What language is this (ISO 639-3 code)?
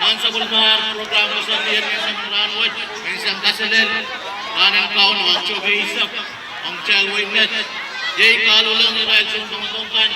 pon